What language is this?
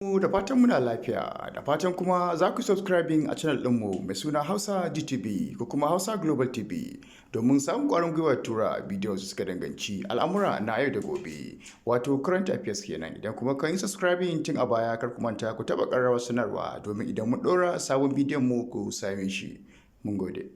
Hausa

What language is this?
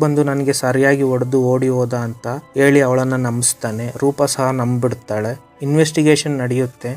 Kannada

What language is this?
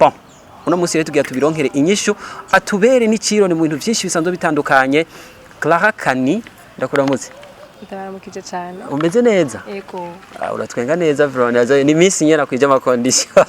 Rundi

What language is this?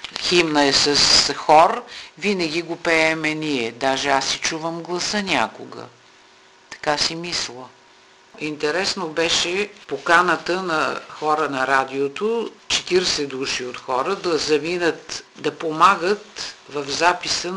Bulgarian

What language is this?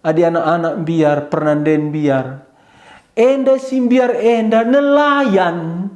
Batak Karo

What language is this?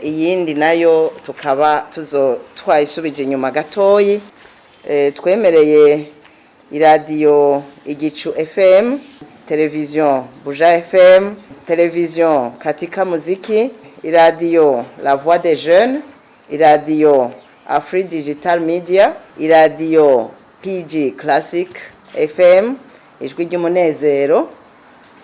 Rundi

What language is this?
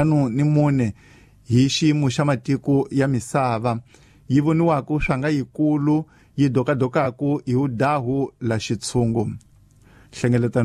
Tsonga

